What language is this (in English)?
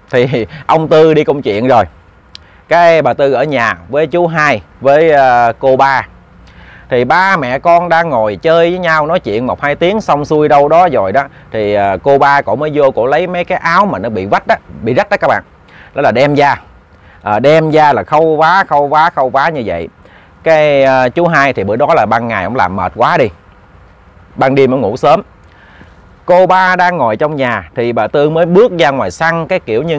Vietnamese